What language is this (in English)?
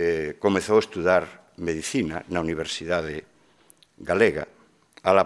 Galician